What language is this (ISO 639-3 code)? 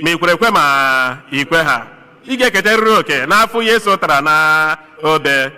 ibo